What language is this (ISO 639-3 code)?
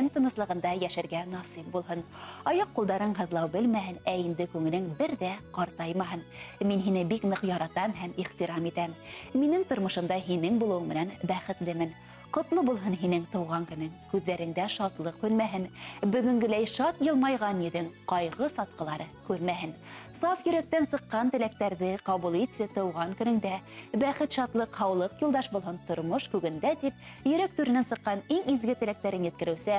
bak